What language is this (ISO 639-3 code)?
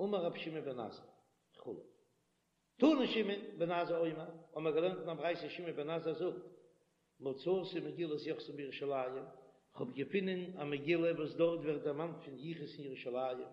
yid